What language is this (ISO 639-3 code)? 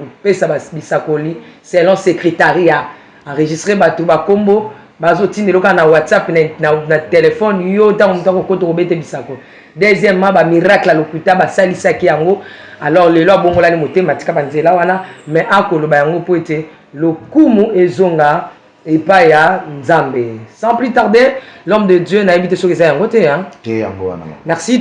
lin